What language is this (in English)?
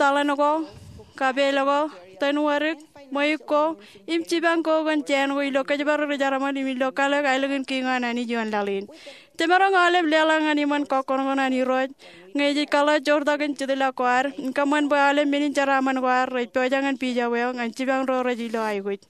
Marshallese